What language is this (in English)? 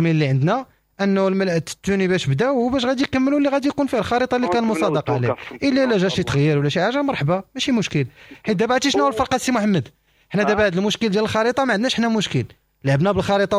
Moroccan Arabic